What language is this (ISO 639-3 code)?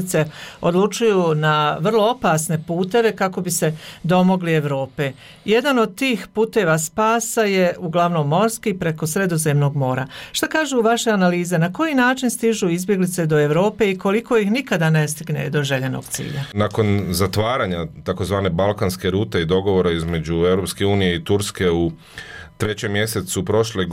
bos